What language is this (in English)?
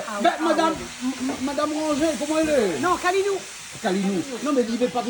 Réunion Creole French